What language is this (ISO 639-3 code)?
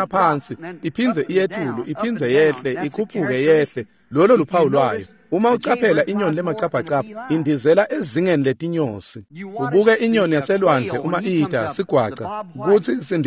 ssw